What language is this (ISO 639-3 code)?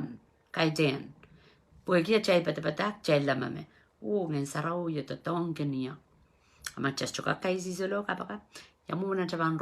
pon